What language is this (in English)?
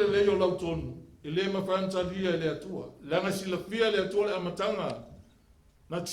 Samoan